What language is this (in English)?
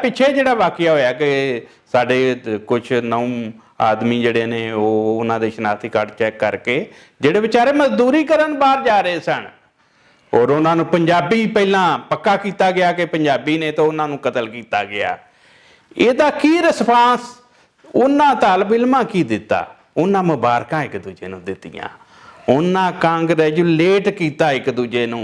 Western Panjabi